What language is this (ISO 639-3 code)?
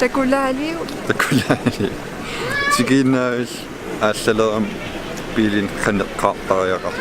kal